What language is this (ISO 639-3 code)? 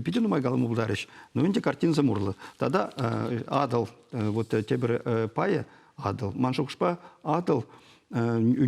chv